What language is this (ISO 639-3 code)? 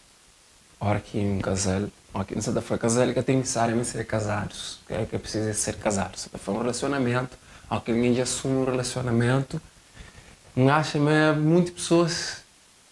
kea